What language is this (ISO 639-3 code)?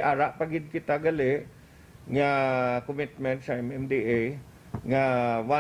hil